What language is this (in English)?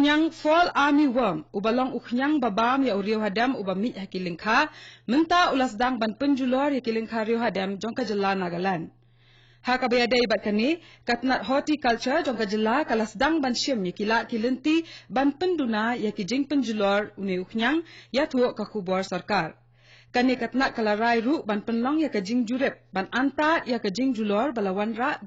Khasi